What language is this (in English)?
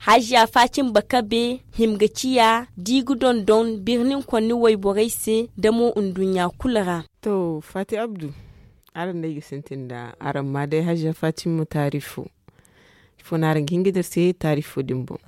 Zarma